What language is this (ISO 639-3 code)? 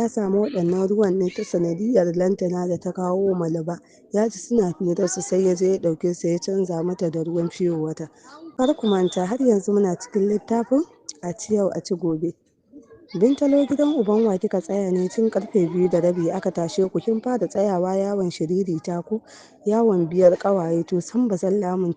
hau